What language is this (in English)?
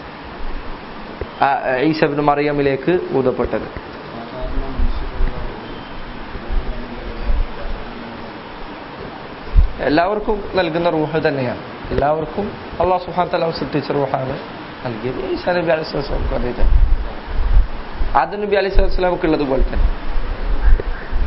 Malayalam